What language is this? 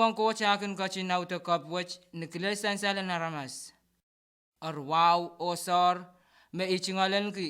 Pohnpeian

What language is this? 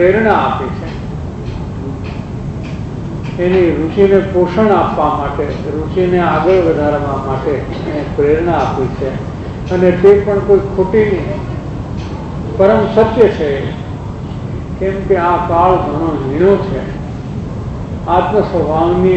Gujarati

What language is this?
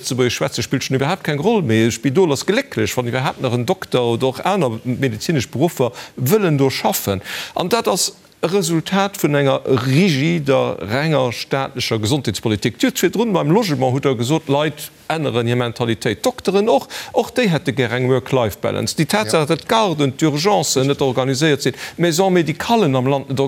Luxembourgish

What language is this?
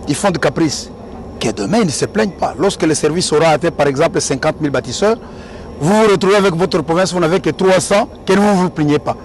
French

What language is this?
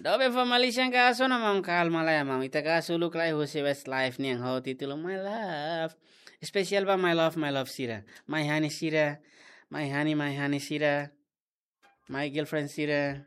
Tetum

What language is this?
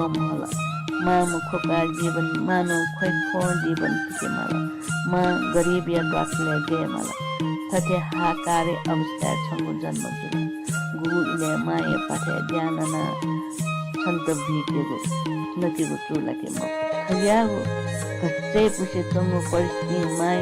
Newari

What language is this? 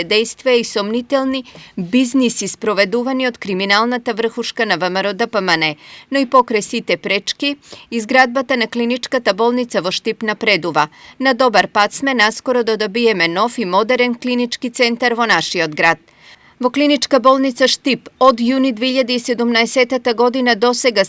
Macedonian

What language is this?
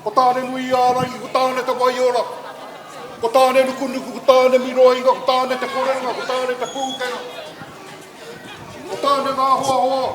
Māori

